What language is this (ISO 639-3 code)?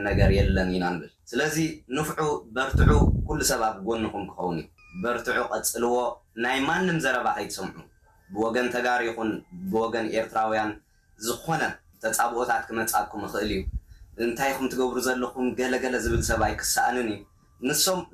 tir